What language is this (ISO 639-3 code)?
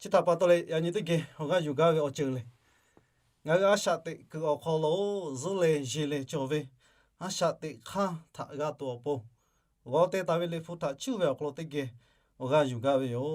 lhu